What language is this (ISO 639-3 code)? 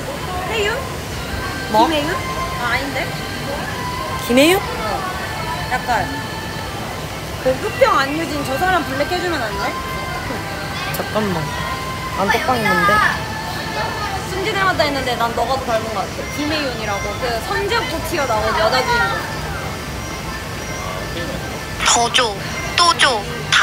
kor